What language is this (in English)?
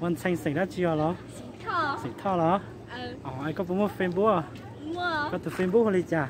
Hmong